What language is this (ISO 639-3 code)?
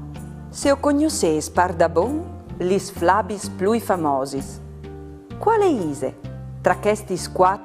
fur